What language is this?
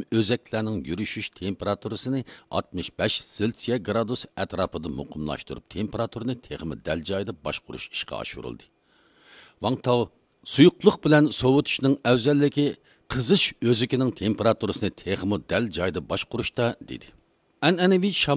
Uyghur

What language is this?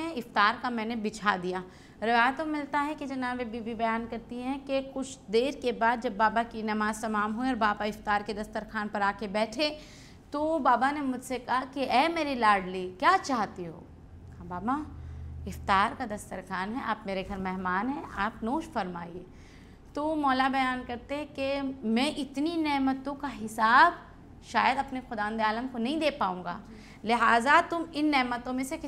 Urdu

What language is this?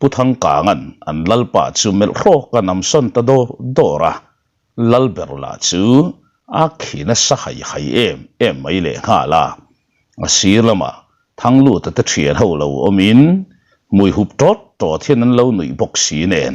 Mizo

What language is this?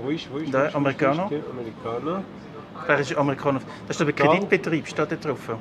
Swiss German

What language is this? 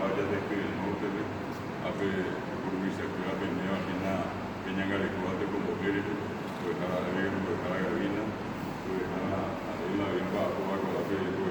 Guarani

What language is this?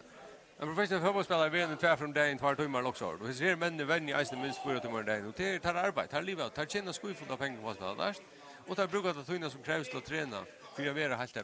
Faroese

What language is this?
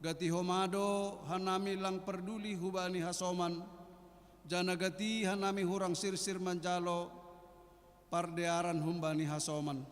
Batak Simalungun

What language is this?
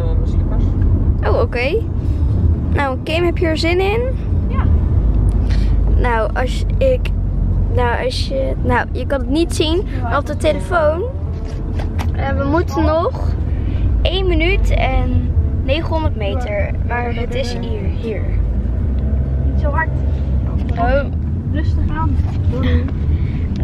Dutch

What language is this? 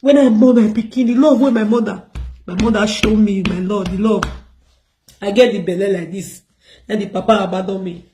Nigerian Pidgin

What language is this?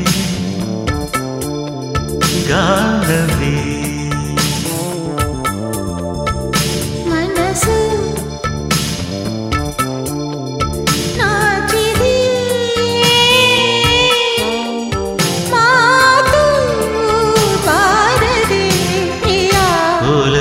Kannada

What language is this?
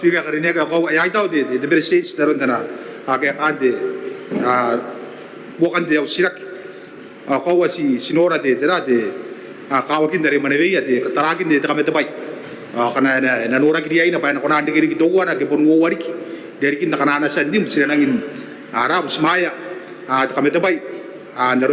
Gilbertese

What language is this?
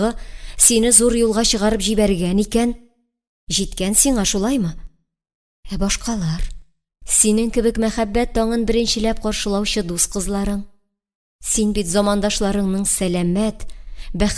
Tatar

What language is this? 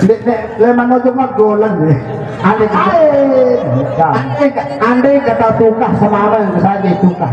Sasak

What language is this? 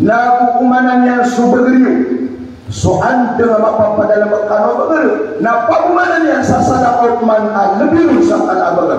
Maranao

